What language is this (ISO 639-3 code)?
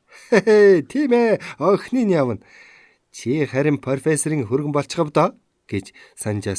mon